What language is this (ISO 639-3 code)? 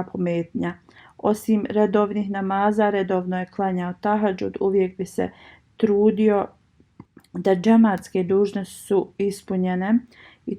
bos